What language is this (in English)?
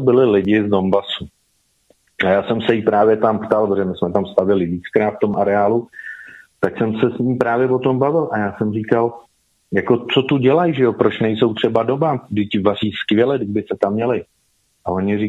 Czech